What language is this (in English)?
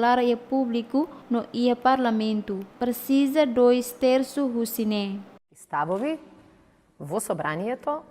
Tetum